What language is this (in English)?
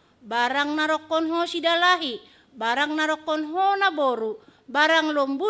Batak Simalungun